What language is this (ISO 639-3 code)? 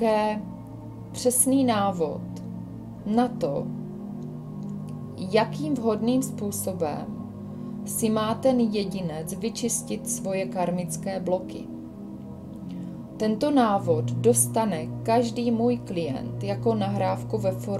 ces